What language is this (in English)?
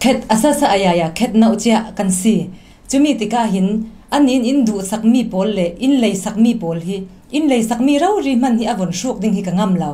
Falam Chin